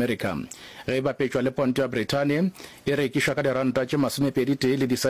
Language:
Northern Sotho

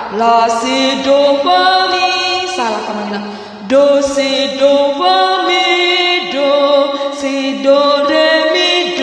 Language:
Batak Toba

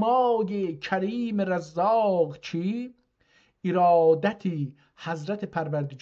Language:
South Azerbaijani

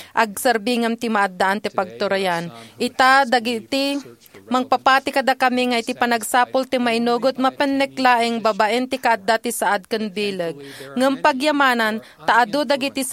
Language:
Iloko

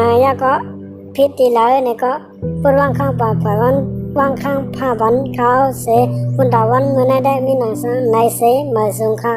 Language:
Shan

